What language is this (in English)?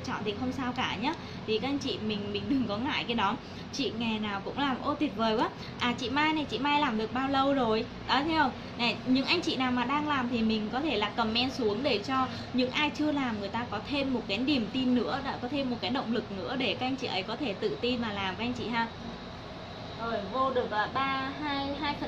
Vietnamese